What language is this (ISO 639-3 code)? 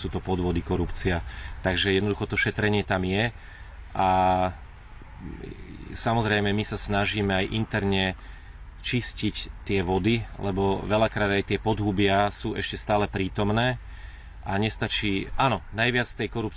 slk